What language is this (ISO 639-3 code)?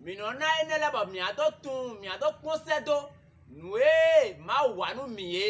fon